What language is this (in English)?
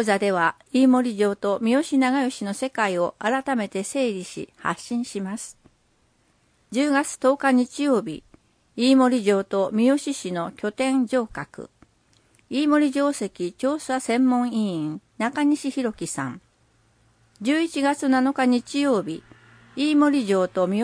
Japanese